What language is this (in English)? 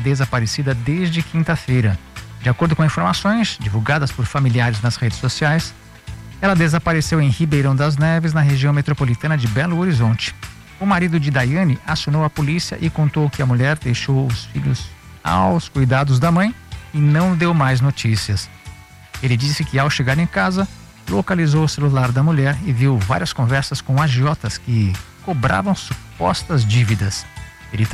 Portuguese